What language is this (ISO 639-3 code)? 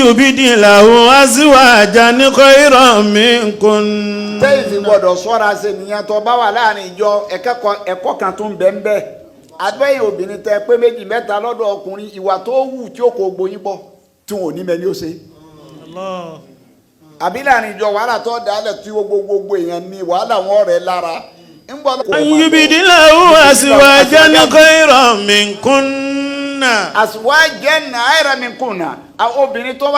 yor